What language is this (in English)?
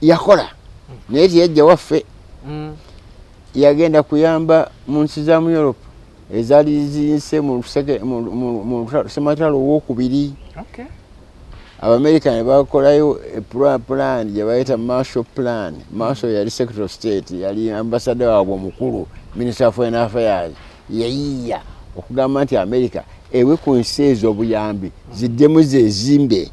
Ganda